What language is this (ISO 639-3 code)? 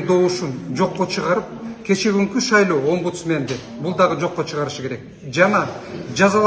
kir